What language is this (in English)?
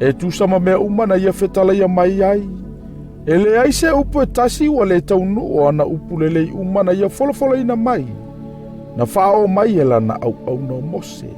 Samoan